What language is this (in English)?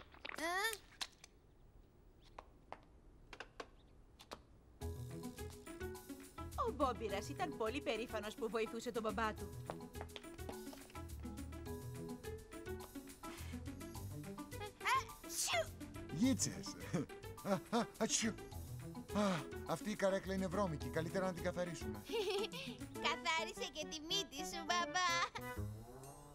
Greek